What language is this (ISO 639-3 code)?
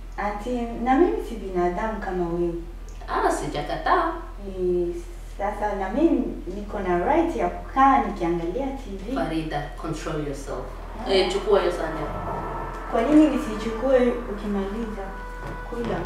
swa